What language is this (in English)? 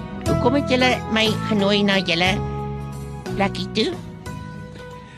Afrikaans